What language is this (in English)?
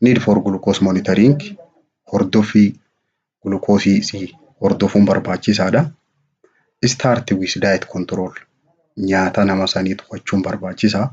Oromo